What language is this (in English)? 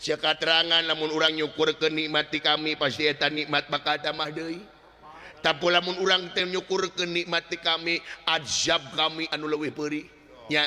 Sundanese